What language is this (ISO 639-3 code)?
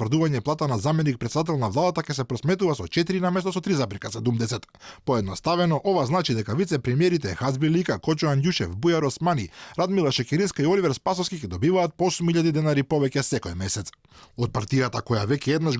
mkd